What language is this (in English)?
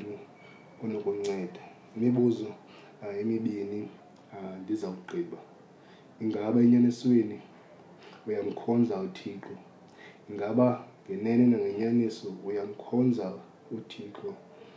Xhosa